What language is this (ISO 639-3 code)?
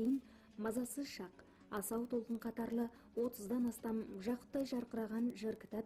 kaz